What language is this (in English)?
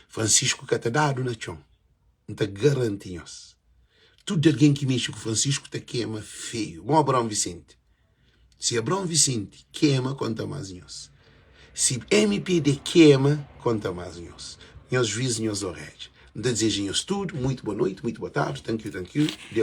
Kabuverdianu